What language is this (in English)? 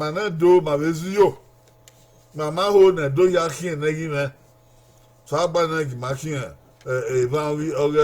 Bini